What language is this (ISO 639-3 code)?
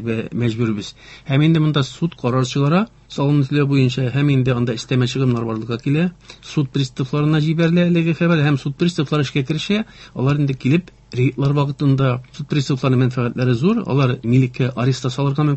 tat